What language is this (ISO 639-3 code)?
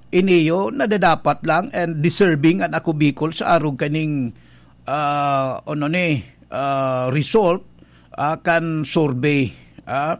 bik